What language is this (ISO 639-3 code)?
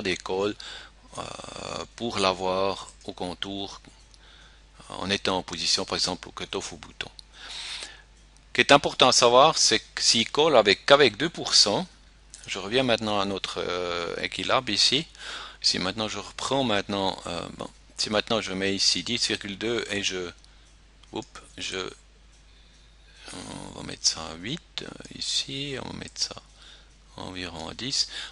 fra